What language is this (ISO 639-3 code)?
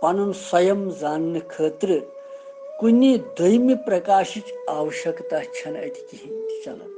kas